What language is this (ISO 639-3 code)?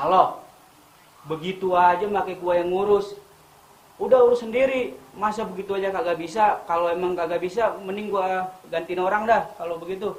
bew